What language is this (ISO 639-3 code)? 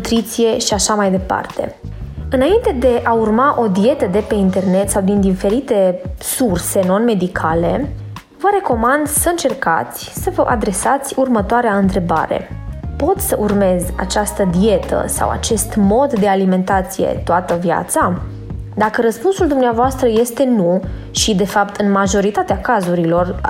ron